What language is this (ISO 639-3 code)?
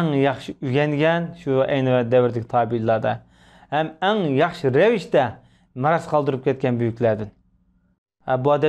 uig